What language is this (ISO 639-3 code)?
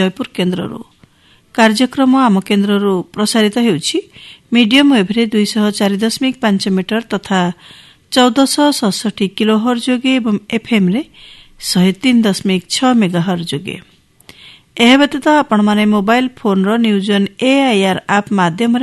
ori